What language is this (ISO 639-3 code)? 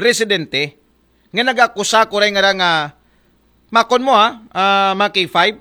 akl